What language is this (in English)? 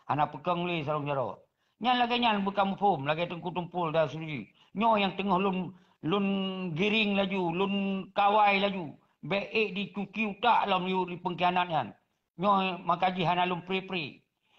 Achinese